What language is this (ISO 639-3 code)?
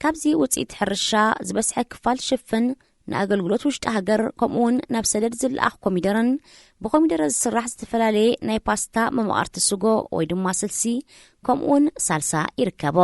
tir